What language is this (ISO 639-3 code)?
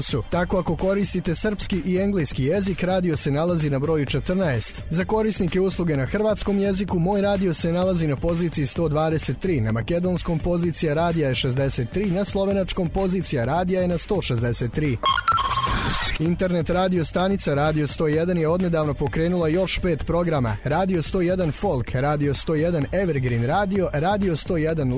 srp